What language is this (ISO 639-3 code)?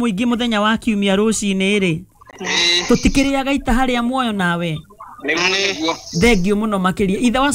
kik